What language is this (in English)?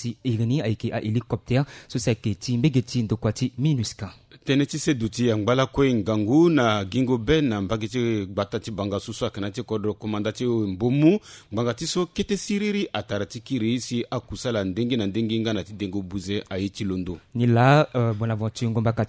Sango